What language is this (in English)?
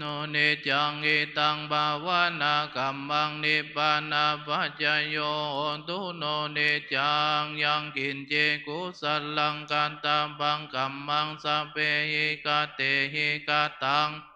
Pali